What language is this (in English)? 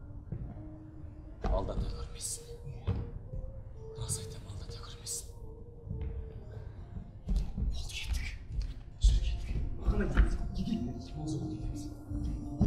Kazakh